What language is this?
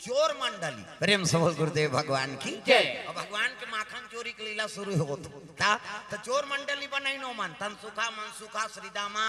Chhattisgarhi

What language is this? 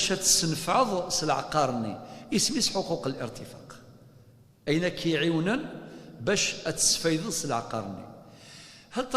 Kabyle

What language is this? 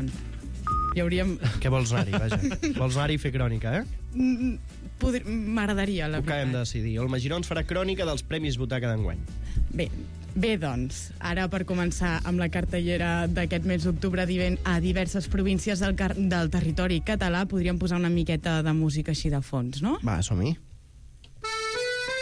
Catalan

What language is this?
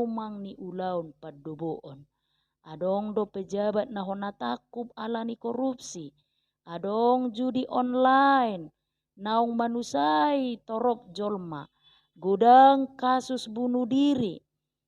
Batak Toba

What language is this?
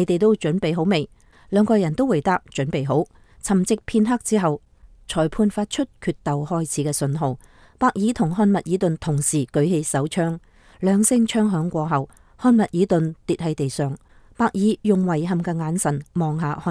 Cantonese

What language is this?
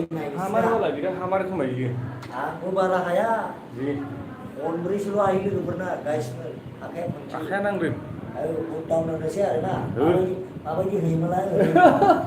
Bodo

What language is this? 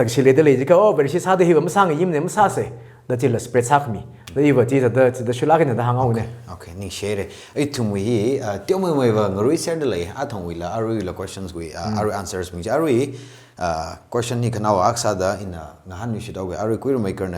Tangkhul Naga (India)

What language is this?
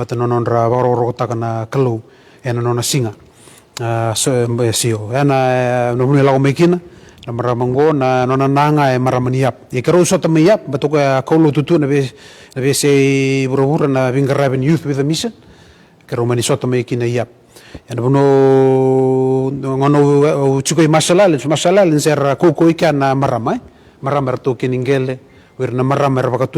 Fijian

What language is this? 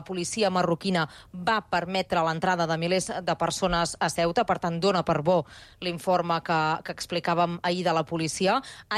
Catalan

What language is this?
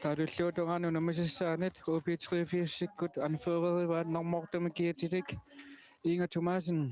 Kalaallisut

